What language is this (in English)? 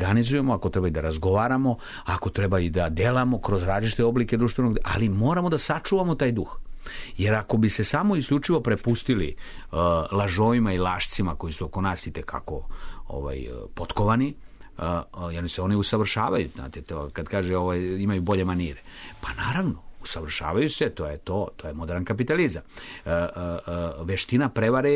Serbian